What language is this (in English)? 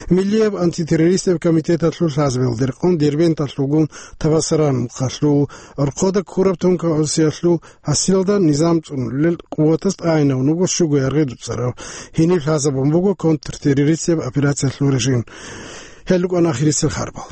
Avaric